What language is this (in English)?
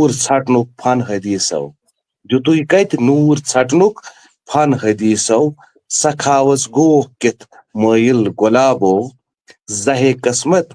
Kashmiri